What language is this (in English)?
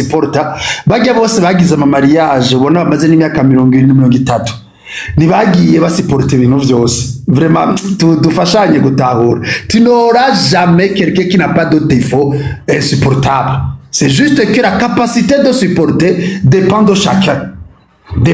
Rundi